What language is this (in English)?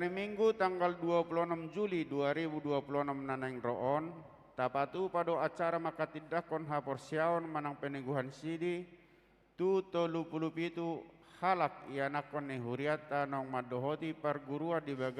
Batak Toba